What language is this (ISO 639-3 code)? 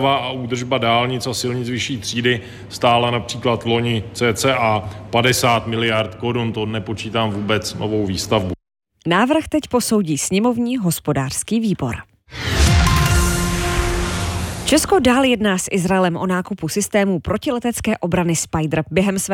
ces